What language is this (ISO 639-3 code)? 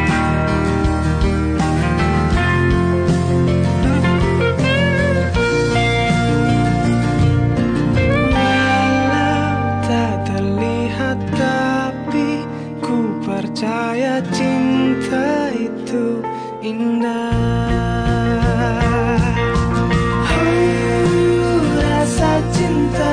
ind